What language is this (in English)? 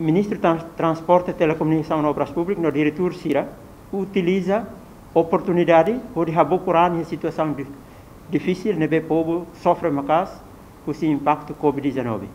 Tetum